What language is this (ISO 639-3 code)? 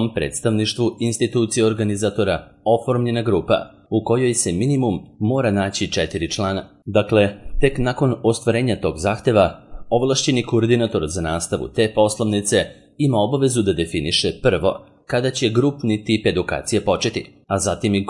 srp